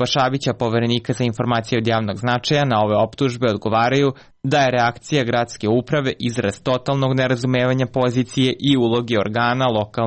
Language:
Serbian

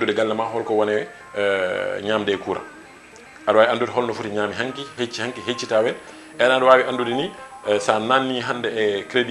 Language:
Fula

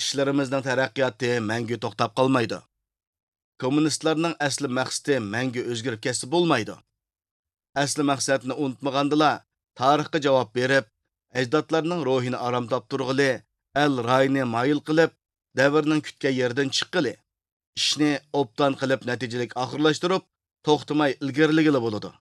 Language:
Uyghur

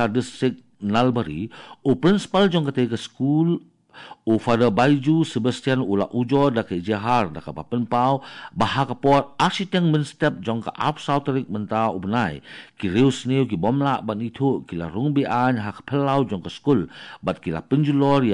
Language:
Khasi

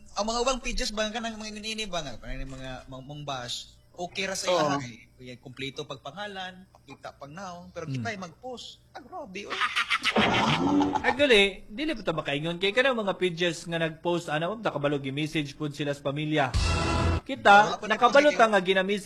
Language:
Cebuano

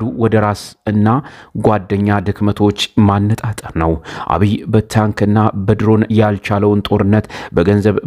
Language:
Amharic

